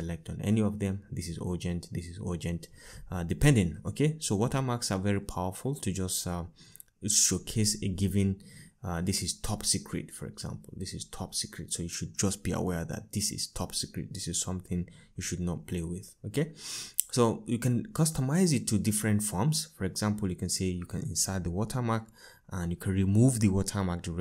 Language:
English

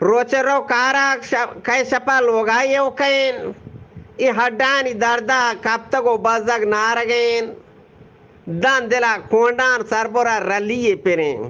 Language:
Eastern Balochi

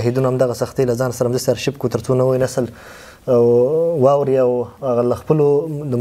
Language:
Pashto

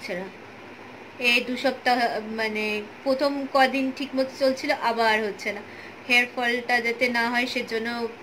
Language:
Bangla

